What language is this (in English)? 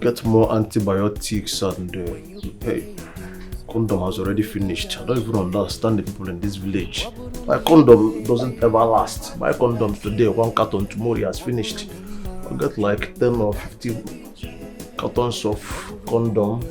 Nigerian Pidgin